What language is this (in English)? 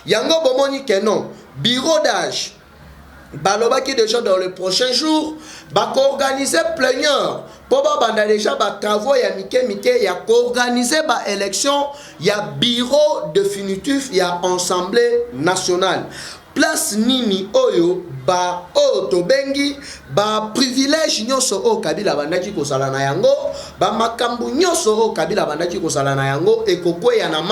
Lingala